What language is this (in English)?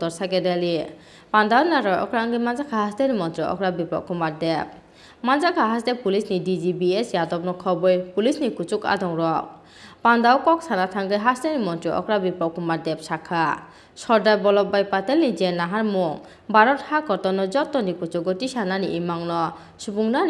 Kok Borok